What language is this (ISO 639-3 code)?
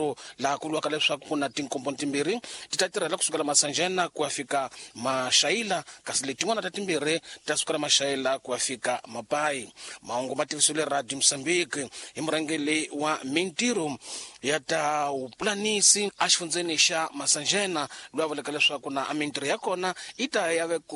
tso